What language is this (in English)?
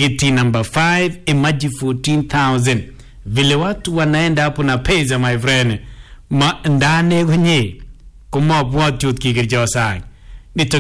Swahili